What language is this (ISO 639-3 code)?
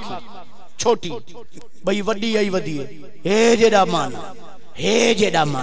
skr